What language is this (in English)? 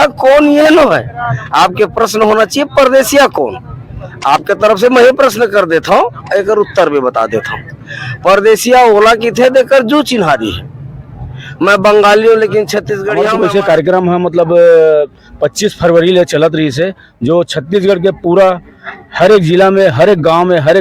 Chhattisgarhi